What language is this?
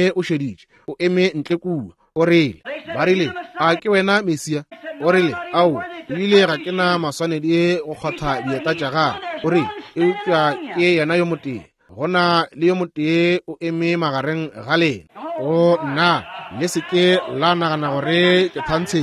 Northern Sotho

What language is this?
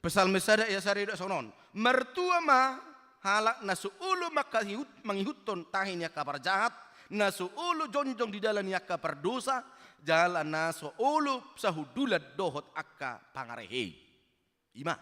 Batak Toba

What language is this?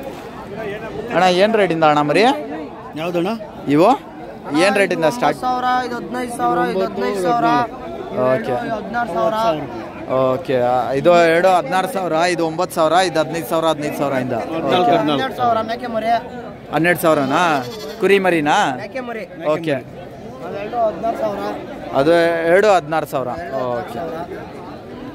Kannada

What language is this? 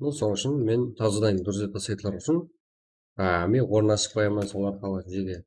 Kara-Kalpak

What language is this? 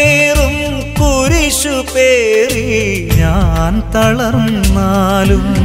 Malayalam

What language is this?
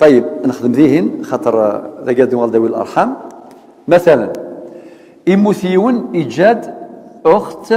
Kabyle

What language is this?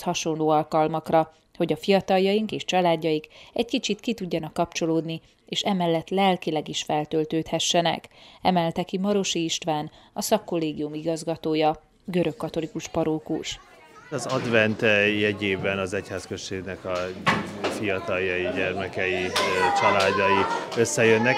Hungarian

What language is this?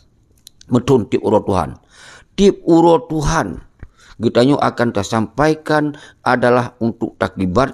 Achinese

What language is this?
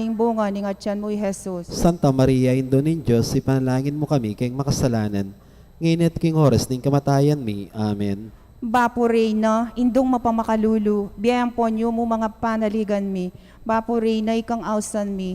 Pampanga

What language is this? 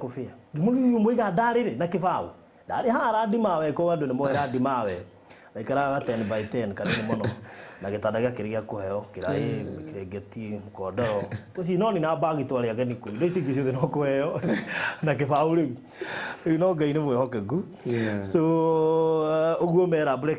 Kikuyu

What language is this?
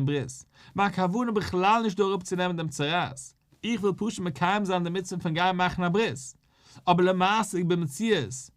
Yiddish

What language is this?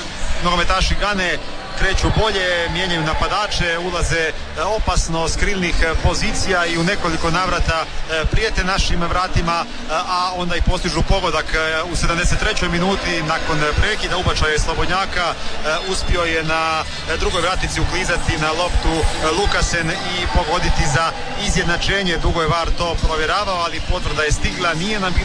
Croatian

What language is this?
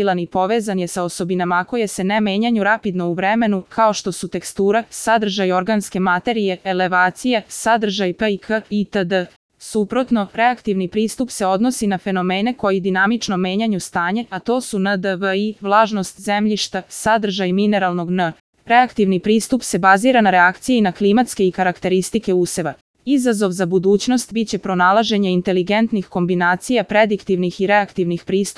Serbian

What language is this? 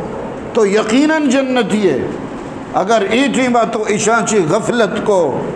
Eastern Balochi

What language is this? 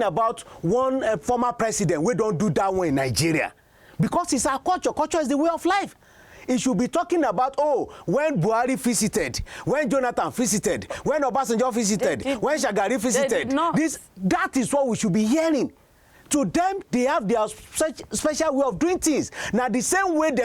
Nigerian Pidgin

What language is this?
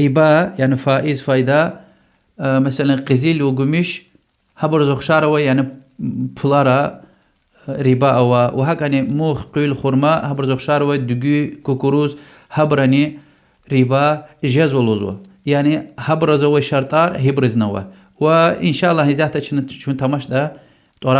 Lezghian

